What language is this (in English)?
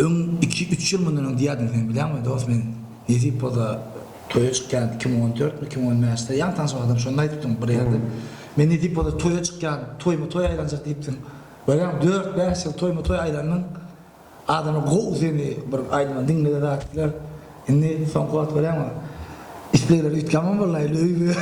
Turkmen